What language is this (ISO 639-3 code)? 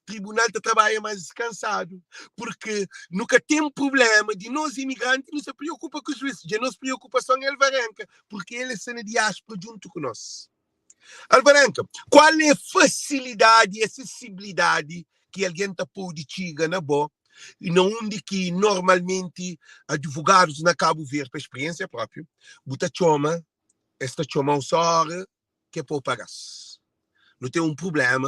kea